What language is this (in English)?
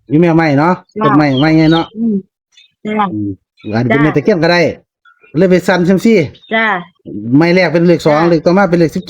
Northeastern Thai